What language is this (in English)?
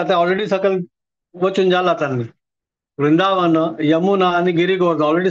Konkani